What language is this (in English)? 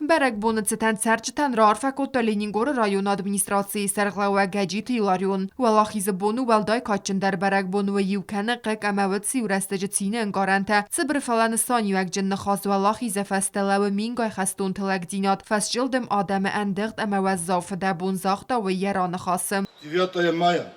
Ossetic